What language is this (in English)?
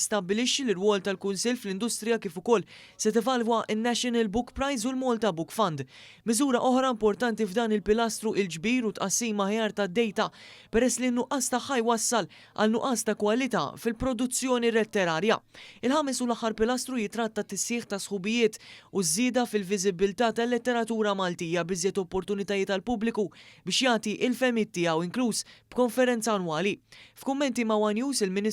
Maltese